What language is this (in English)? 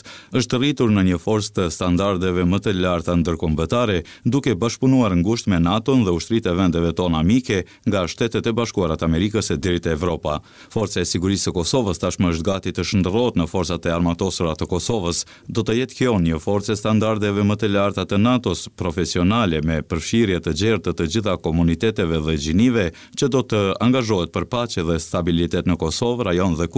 Albanian